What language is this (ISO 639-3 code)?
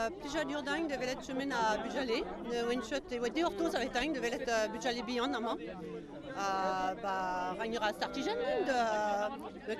bre